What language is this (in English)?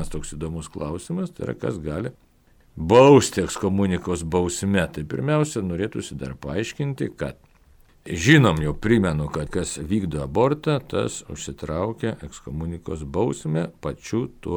Lithuanian